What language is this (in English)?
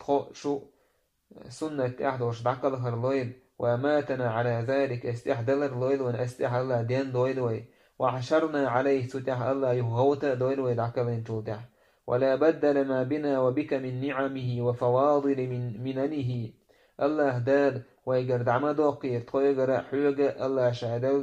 Chechen